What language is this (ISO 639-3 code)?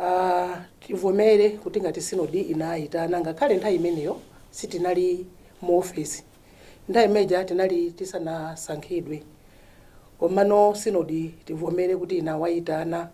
nya